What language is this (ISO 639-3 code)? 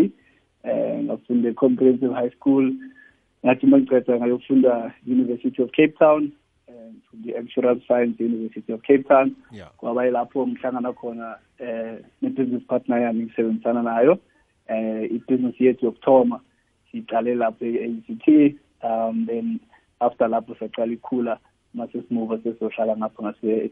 nbl